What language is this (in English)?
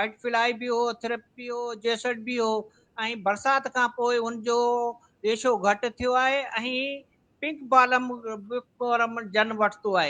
Sindhi